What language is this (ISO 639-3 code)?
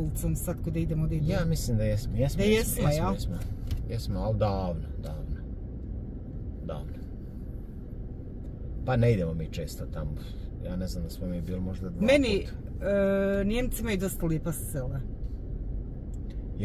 hrv